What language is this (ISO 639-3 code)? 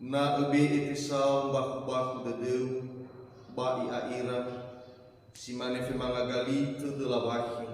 nia